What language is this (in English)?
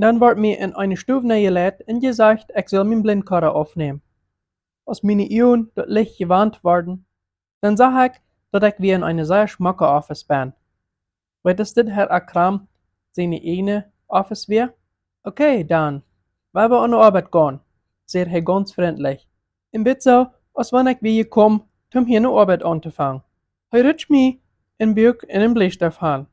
Plautdietsch